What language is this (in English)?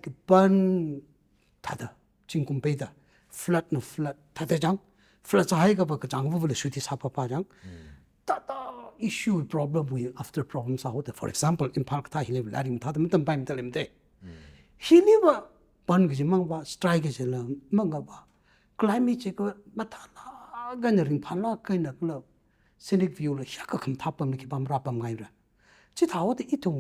Tangkhul Naga (India)